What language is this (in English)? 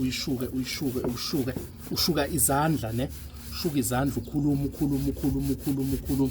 Zulu